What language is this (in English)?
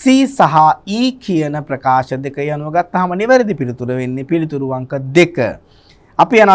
Sinhala